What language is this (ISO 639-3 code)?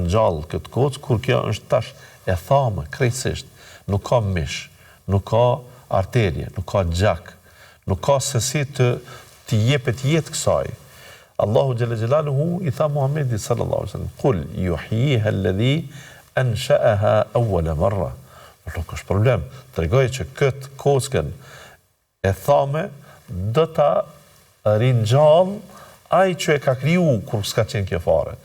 sqi